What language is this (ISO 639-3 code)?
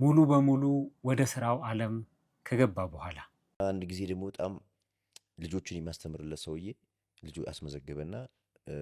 amh